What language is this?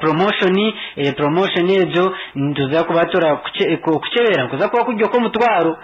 Nyankole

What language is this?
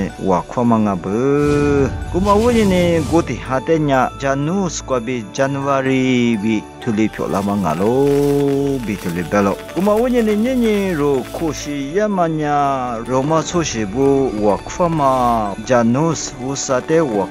Lisu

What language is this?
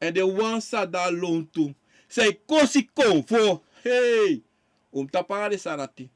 Sranan Tongo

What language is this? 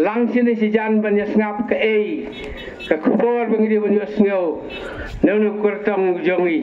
Khasi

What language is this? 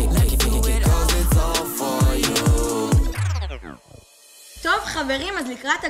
Hebrew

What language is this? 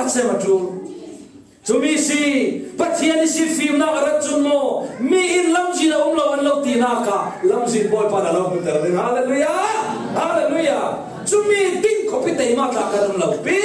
Falam Chin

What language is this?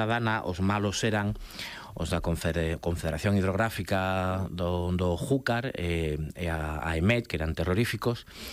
Galician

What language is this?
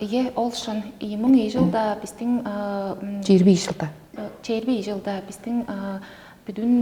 Tuvinian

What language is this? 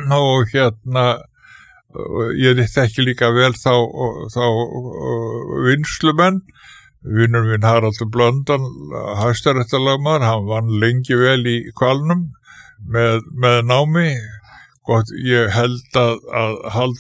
Icelandic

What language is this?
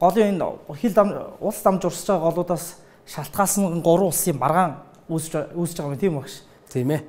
Mongolian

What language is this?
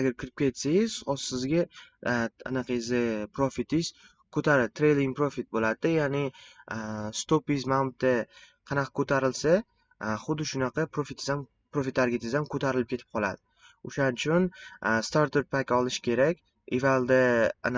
Uzbek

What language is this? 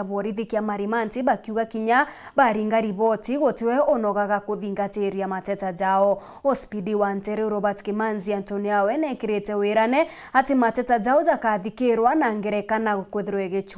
Meru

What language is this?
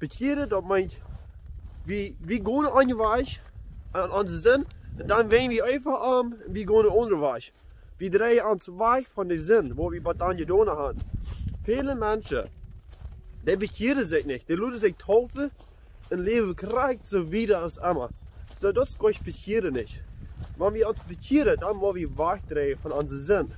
Plautdietsch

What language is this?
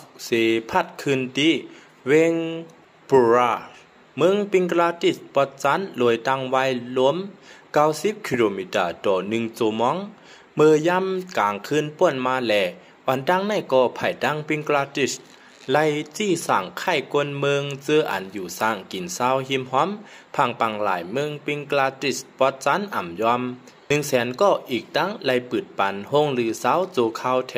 Shan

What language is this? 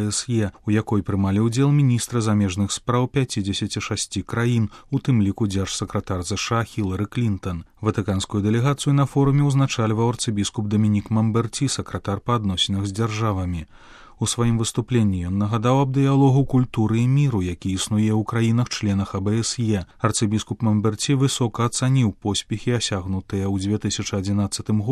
Belarusian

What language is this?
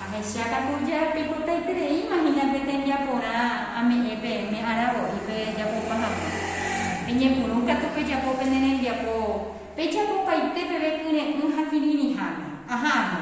Guarani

